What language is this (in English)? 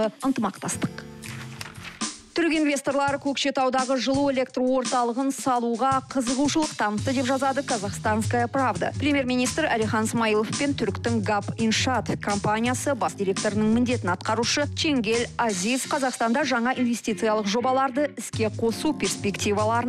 Kazakh